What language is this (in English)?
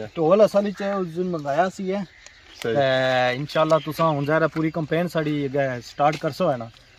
Pahari-Potwari